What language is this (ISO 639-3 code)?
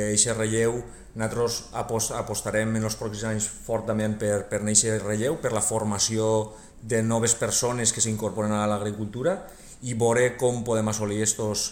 cat